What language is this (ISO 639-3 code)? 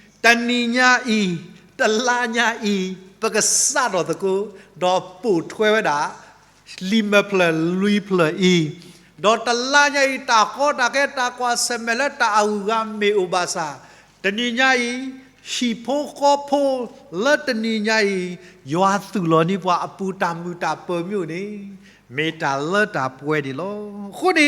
ksw